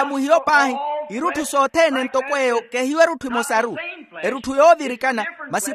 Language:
Makhuwa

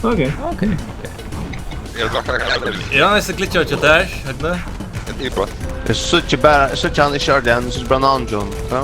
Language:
Faroese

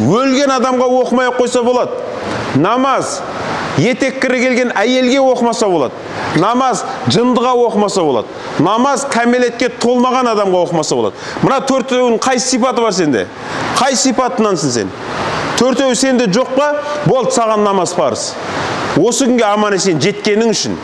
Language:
Kazakh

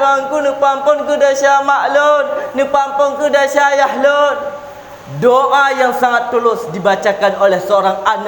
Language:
Achinese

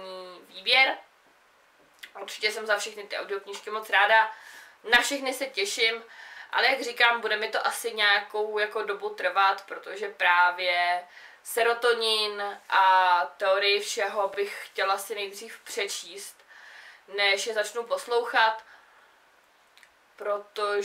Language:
Czech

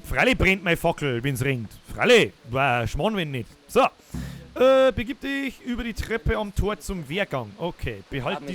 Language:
Bavarian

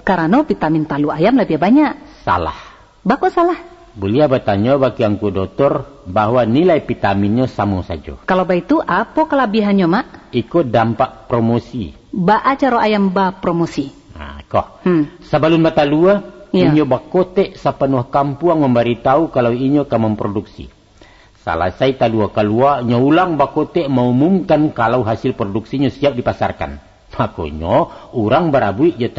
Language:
Minangkabau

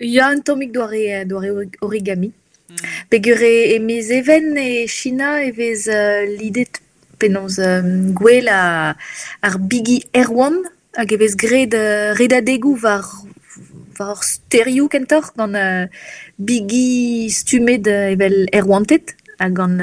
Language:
Breton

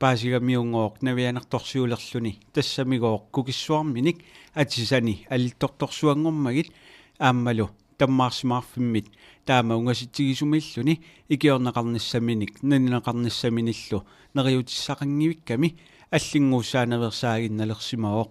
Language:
Kalaallisut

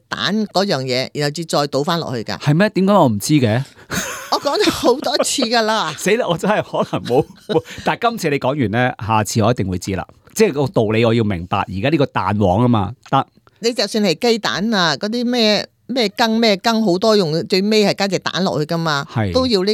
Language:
Cantonese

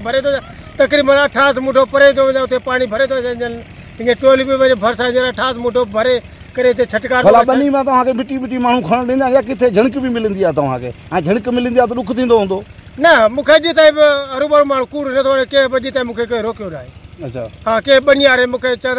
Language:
Sindhi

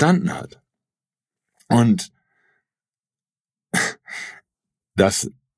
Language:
German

